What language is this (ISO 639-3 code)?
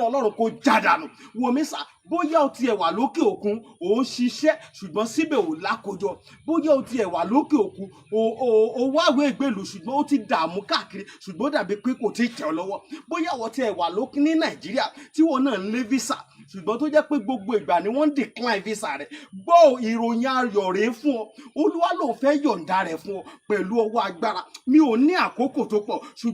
yor